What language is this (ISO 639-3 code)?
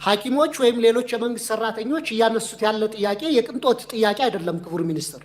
amh